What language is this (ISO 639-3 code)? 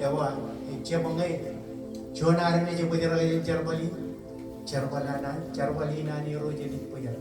mah